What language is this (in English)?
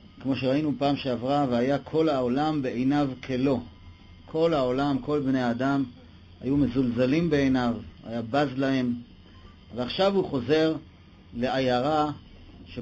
Hebrew